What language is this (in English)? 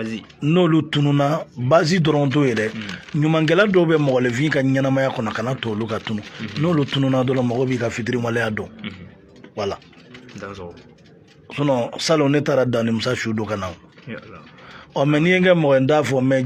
Bambara